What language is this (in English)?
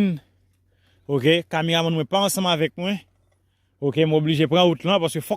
Haitian Creole